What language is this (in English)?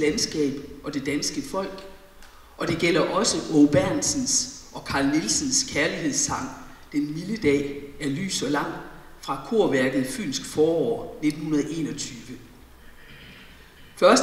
Danish